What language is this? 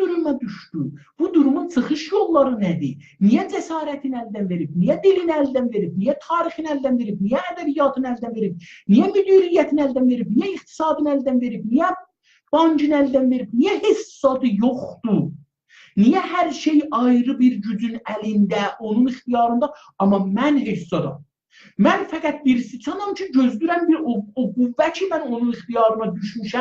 South Azerbaijani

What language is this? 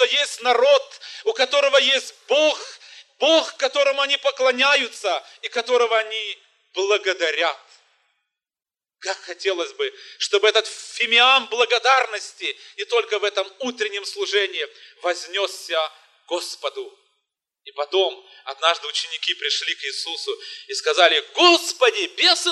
Russian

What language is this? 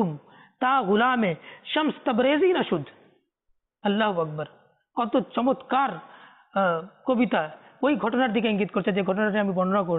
Bangla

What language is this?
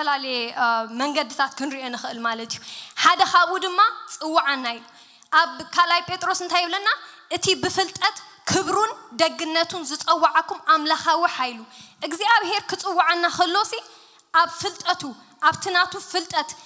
Tigrinya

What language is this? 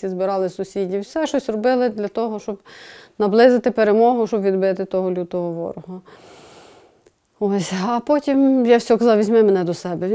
Ukrainian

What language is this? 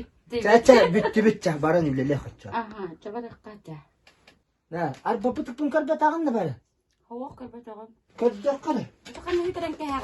Yakut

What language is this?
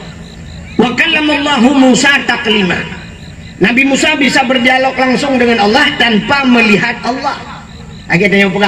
Achinese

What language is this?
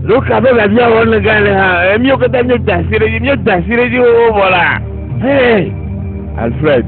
Ewe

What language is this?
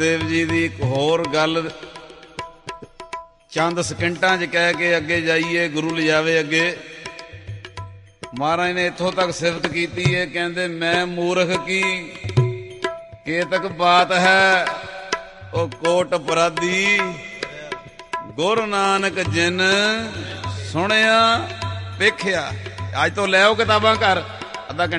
Punjabi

